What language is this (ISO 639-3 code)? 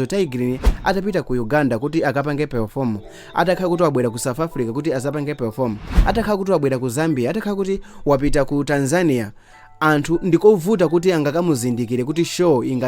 nya